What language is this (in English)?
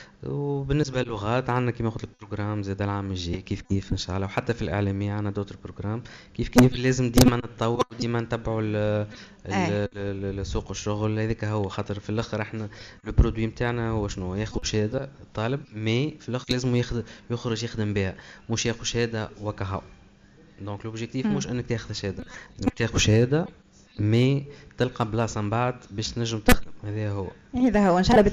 Tunisian Arabic